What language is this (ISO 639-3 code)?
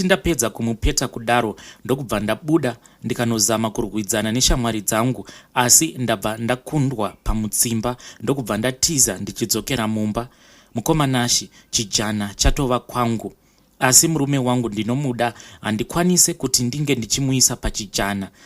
sna